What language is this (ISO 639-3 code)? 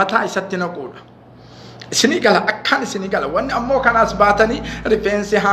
orm